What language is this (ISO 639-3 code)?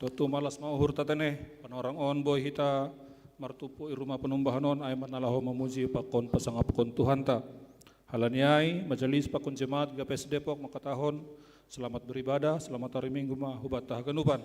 bts